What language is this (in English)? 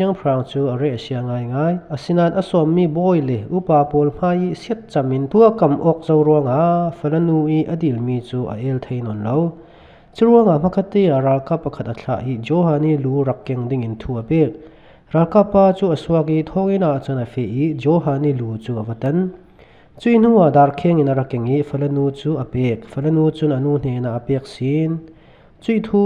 Falam Chin